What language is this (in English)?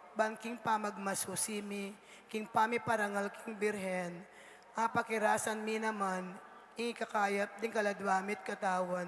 Pampanga